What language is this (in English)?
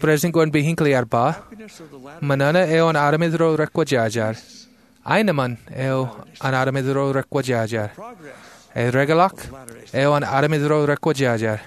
Marshallese